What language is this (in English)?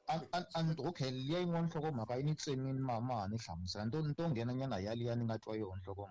Tsonga